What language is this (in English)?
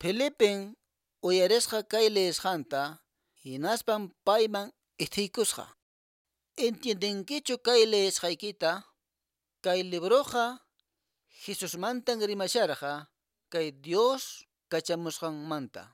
Quechua